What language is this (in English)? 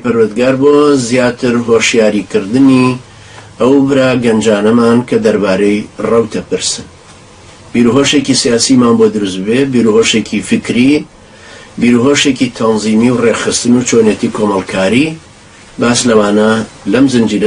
Central Kurdish